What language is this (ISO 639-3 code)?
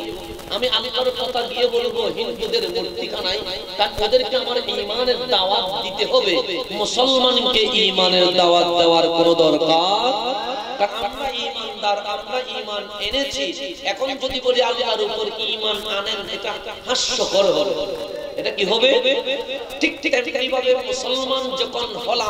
ben